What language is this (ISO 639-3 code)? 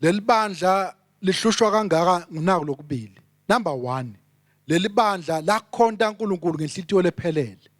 ssw